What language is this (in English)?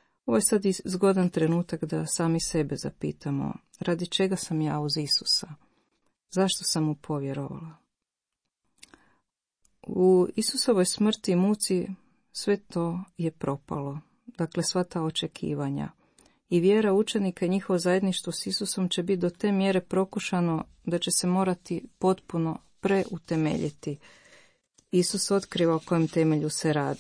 Croatian